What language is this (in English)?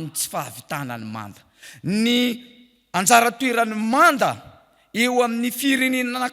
Malagasy